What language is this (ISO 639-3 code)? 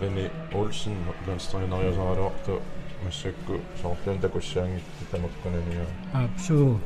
kal